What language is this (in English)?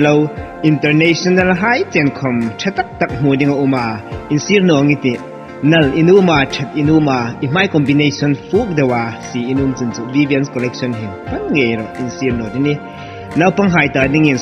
Hmar